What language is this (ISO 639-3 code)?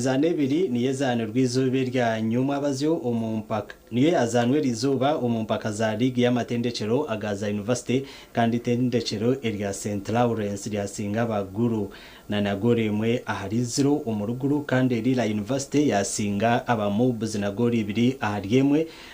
nyn